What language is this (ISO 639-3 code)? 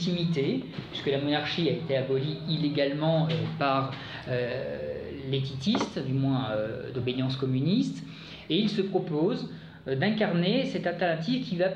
fra